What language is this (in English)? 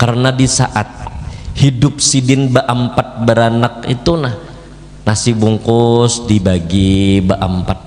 Banjar